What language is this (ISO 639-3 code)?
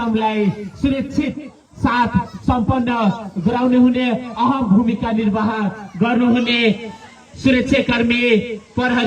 nep